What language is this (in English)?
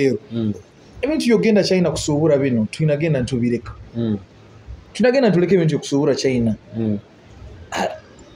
Nyoro